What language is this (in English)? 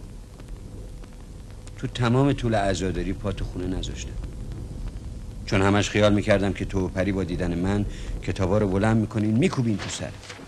Persian